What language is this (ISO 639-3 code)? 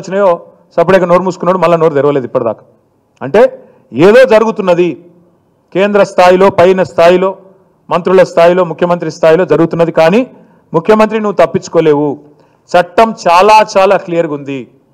tel